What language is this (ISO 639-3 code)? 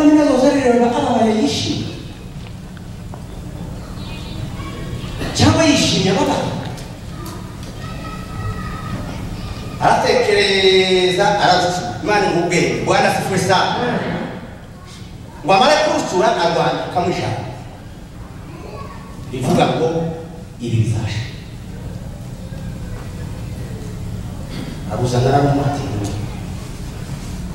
kin